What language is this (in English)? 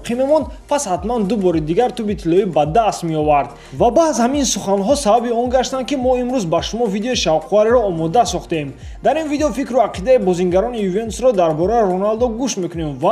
Tajik